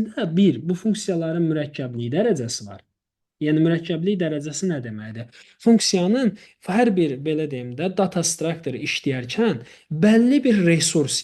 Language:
Azerbaijani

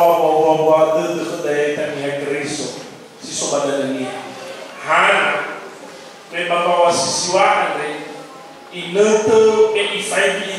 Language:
Nias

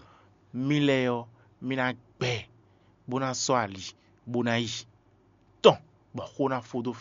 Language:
Fon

